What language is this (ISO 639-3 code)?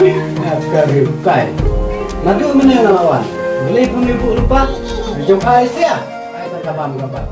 kha